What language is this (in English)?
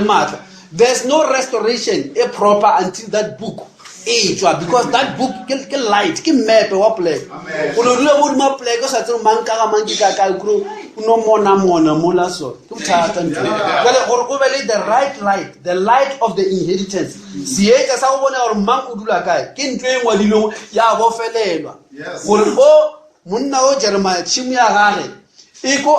Northern Sotho